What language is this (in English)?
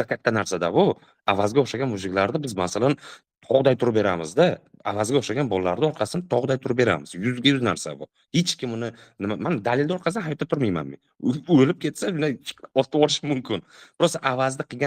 Uzbek